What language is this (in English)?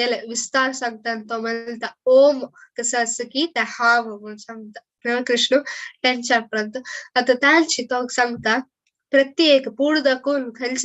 Konkani